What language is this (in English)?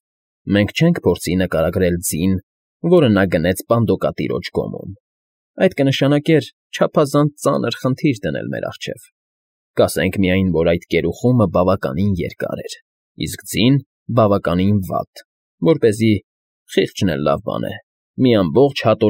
Armenian